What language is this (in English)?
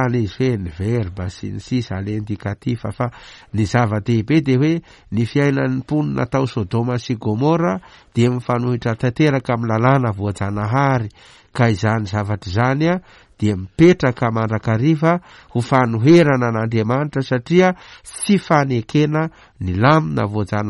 Malagasy